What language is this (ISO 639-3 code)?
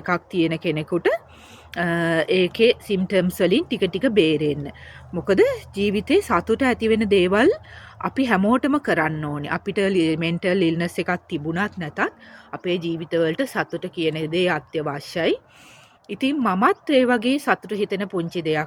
sin